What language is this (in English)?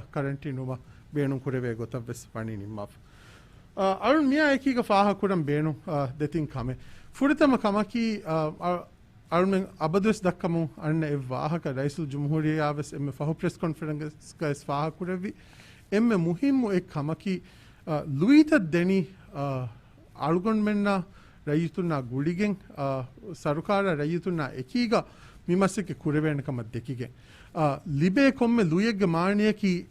Divehi